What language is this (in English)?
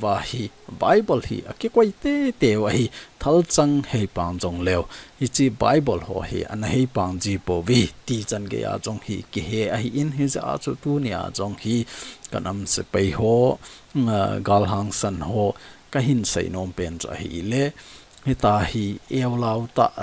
Thado Chin